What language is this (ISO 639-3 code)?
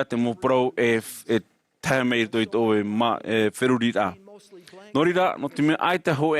tah